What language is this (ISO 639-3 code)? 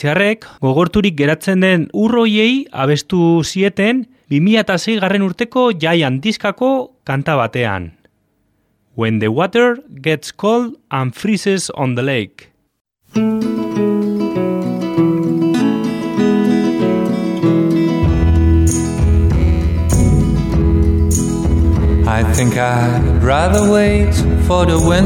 eus